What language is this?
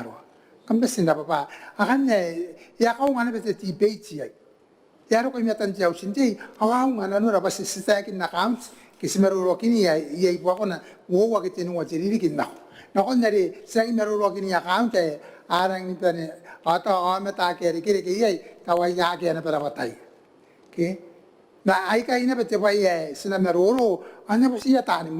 Gilbertese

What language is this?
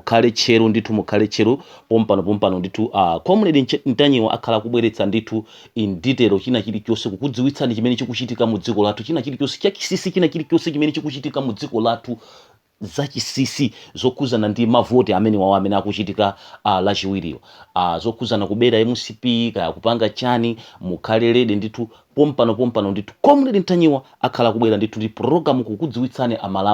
Nyanja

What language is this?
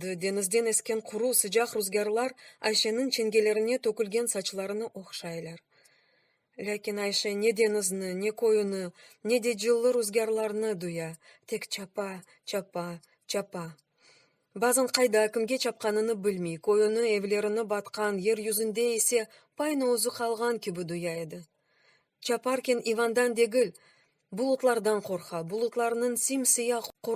Crimean Tatar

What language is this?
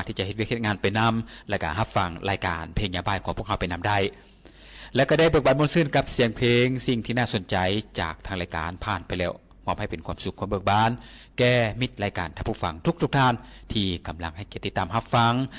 Lao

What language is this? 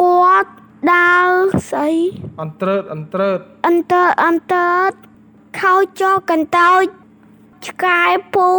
Khmer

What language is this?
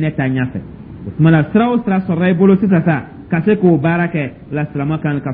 Dyula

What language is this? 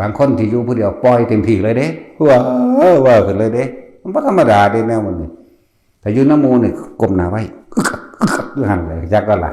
Northeastern Thai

